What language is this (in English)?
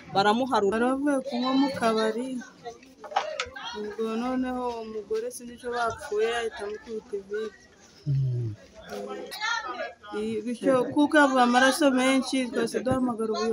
Kinyarwanda